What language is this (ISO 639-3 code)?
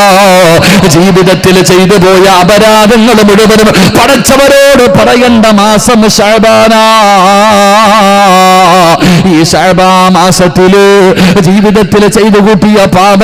mal